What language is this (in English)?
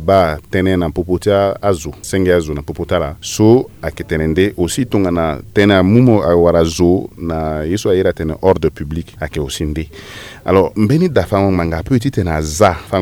Sango